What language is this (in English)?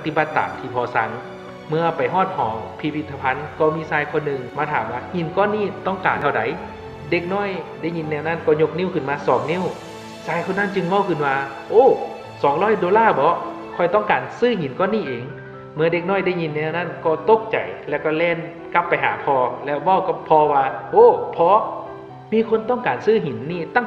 Lao